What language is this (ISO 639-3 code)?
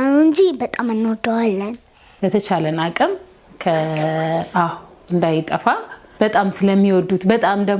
amh